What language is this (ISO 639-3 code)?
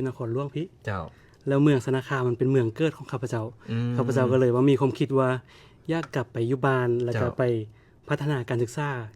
lao